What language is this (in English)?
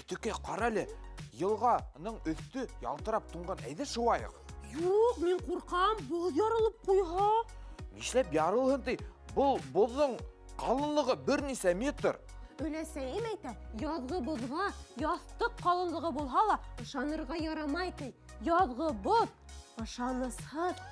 Bashkir